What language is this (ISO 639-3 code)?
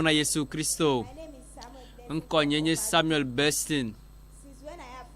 ewe